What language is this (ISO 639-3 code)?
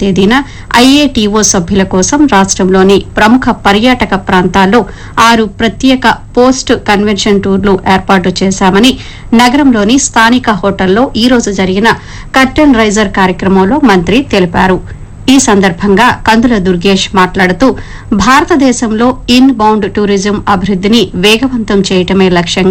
tel